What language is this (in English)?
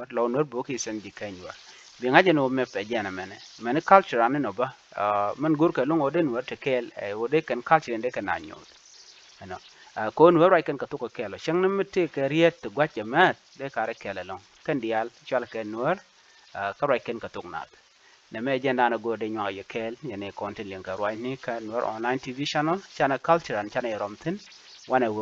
Nuer